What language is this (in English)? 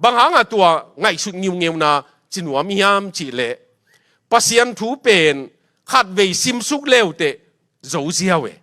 Tedim Chin